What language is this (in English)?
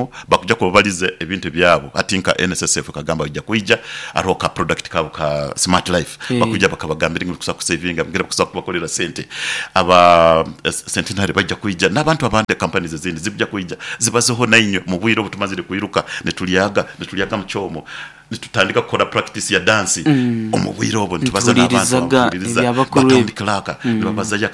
Nyoro